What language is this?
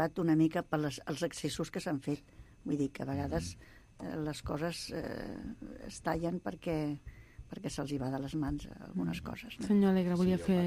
Catalan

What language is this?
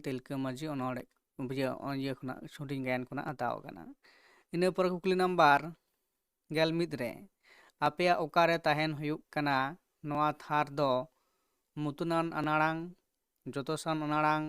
Santali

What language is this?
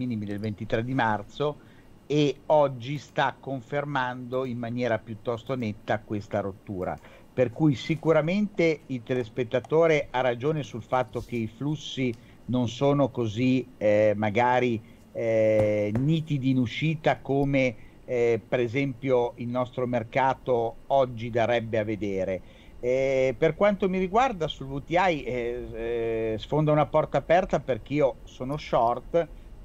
Italian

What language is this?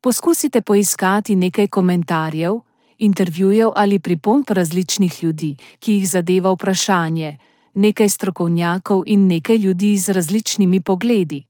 Slovenian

